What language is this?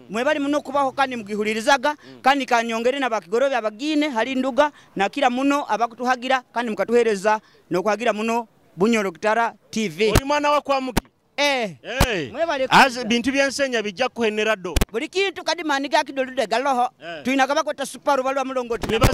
Nyoro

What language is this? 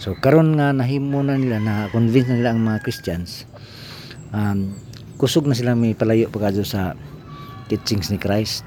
Cebuano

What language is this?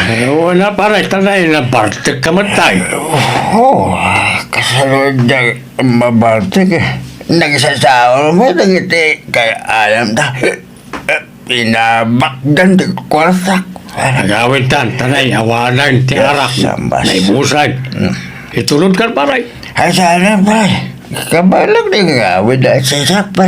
Iloko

